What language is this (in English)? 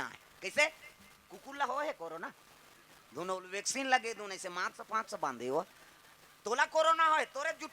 Chhattisgarhi